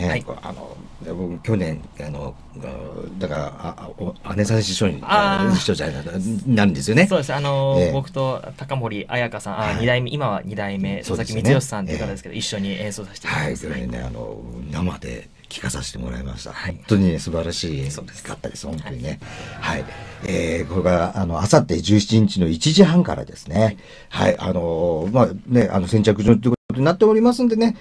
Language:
Japanese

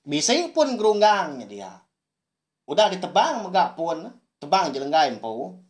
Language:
Iban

